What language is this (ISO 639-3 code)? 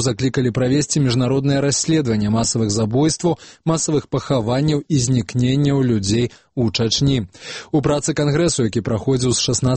bel